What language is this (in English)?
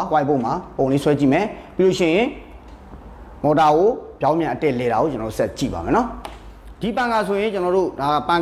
Burmese